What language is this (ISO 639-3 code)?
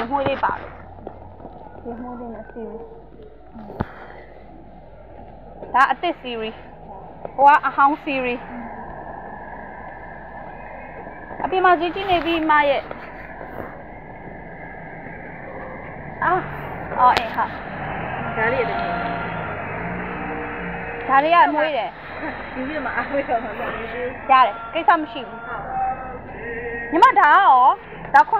mya